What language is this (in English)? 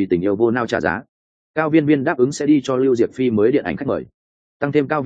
Vietnamese